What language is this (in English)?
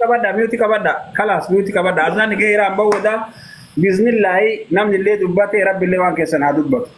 Oromo